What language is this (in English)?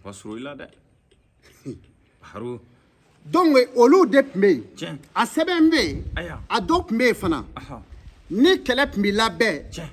Bambara